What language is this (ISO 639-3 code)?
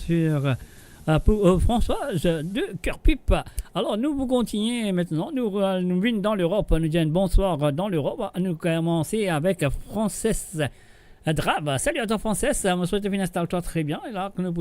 mfe